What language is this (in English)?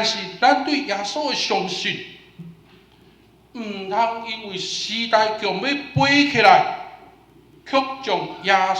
Min Nan Chinese